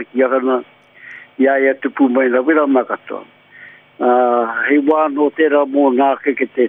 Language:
Māori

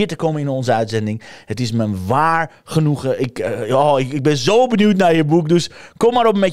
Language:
Dutch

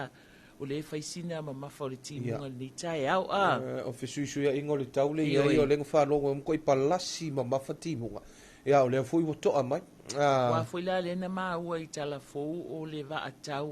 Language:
Samoan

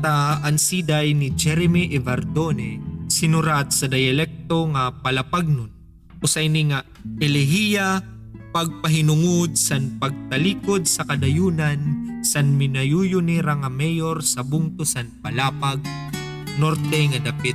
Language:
Waray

